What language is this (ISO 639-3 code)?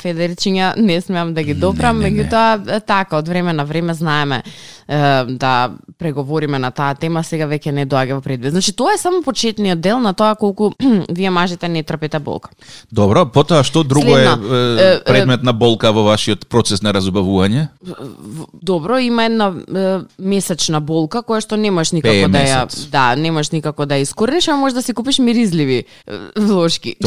mkd